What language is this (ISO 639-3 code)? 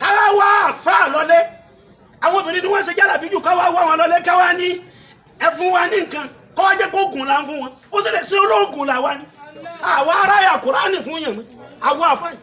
yor